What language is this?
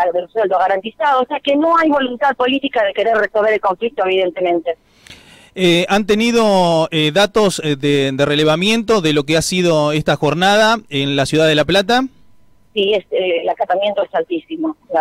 Spanish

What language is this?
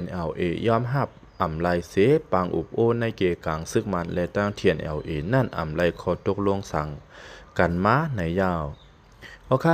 Shan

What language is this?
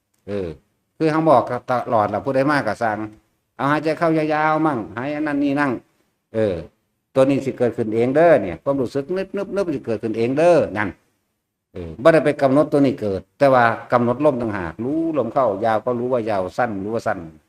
Northeastern Thai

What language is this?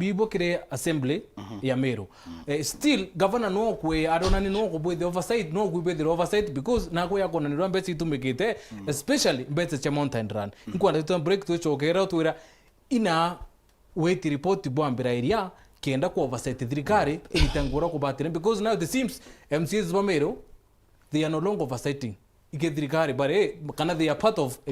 Meru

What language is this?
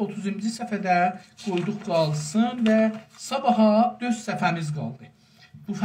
South Azerbaijani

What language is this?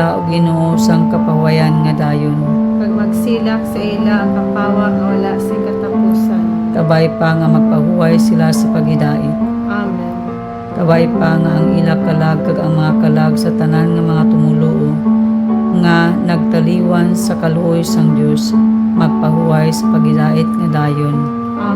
Hiligaynon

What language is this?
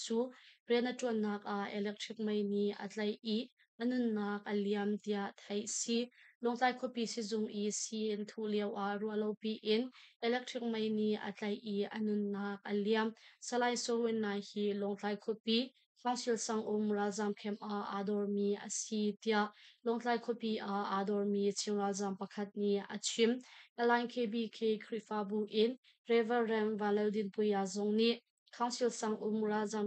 Hakha Chin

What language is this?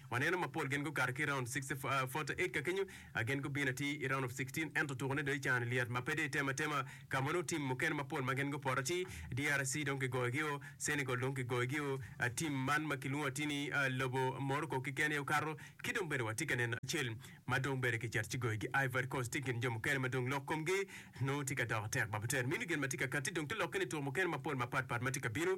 Acoli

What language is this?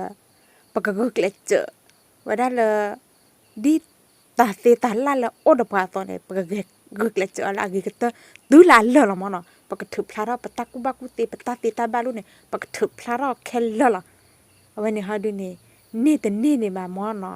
S'gaw Karen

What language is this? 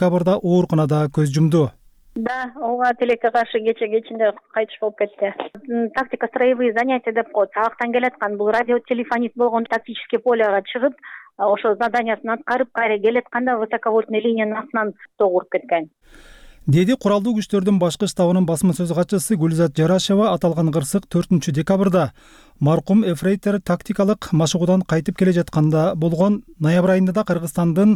Kyrgyz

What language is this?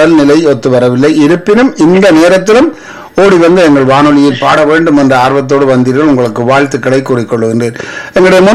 Tamil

